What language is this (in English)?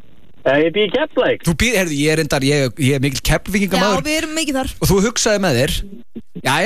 Icelandic